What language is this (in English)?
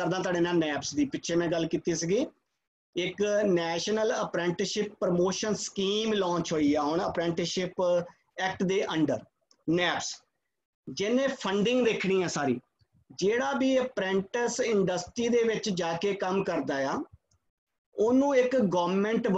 Punjabi